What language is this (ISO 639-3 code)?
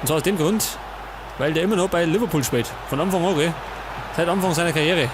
bar